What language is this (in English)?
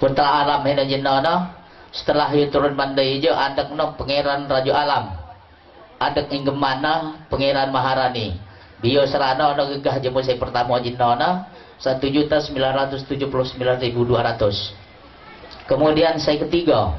Lampung Nyo